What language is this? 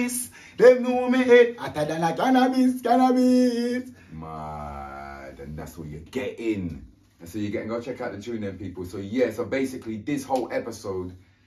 Jamaican Creole English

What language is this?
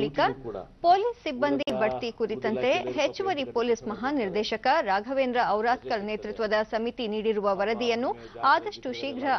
Kannada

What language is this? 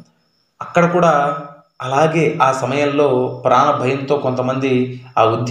Telugu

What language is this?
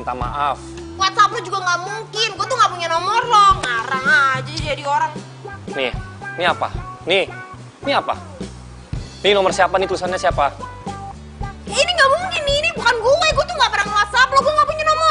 Indonesian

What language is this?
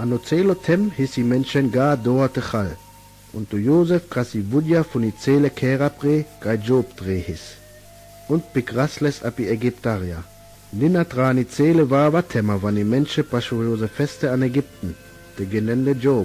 Sinte Romani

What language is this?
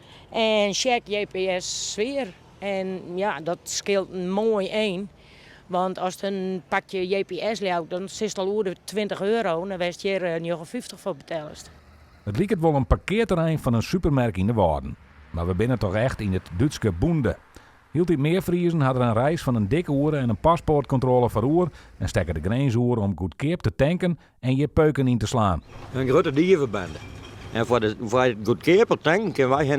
Western Frisian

